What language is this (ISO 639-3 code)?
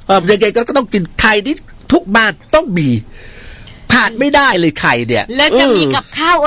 tha